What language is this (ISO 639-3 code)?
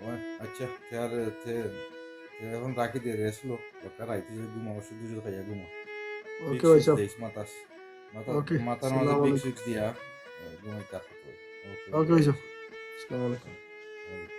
syl